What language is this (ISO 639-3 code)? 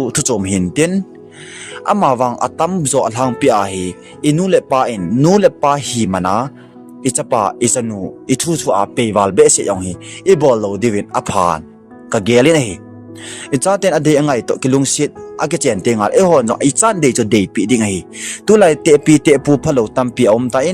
tcz